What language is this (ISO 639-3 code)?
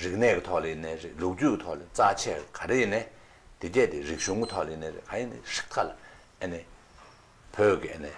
bod